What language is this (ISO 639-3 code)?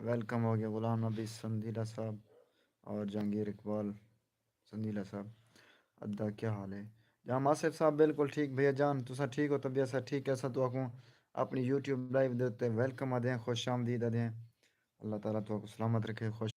skr